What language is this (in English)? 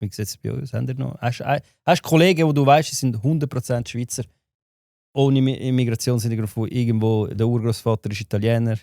Swiss German